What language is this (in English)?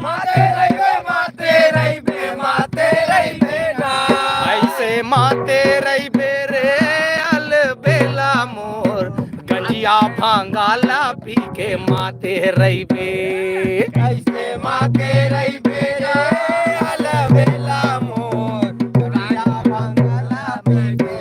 Chhattisgarhi